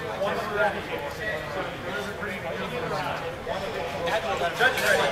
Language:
English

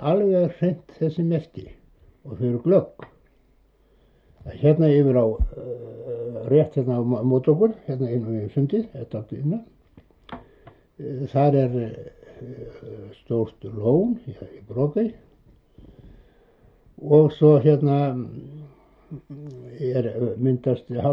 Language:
Icelandic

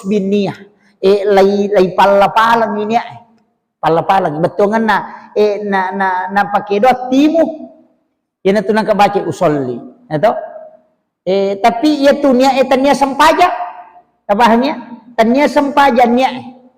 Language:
Buginese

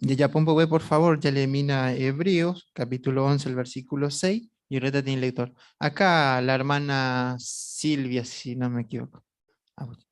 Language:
Guarani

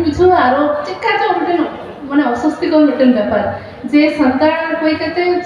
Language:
Santali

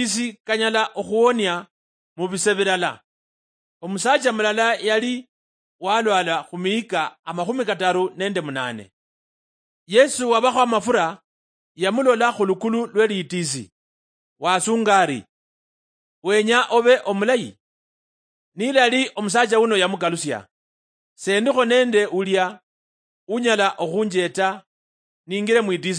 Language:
Luyia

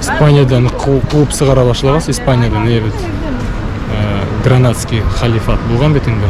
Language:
Bashkir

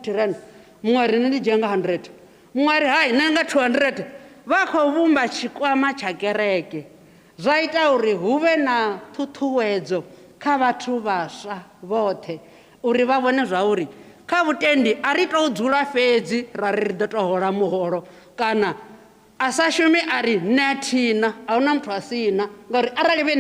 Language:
Venda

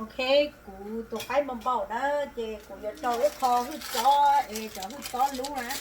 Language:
Hmong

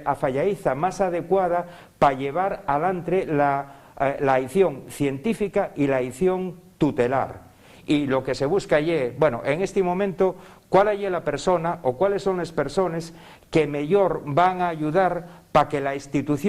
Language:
Asturian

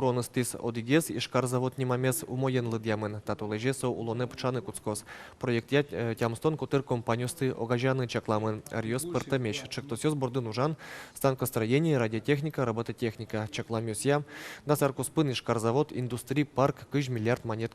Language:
Udmurt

